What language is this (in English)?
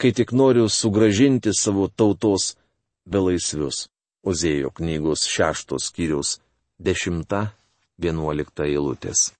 Lithuanian